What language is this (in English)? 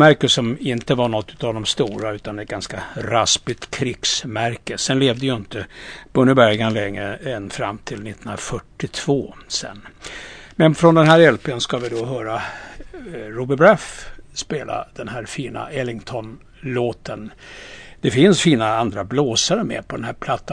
Swedish